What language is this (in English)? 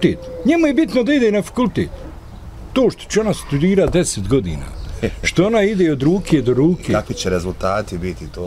Bosnian